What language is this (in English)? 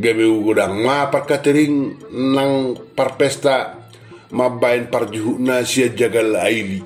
Batak Toba